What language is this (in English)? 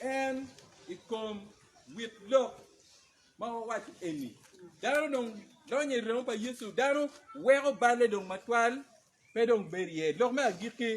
Acoli